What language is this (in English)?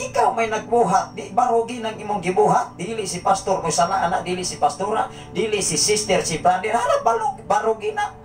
Cebuano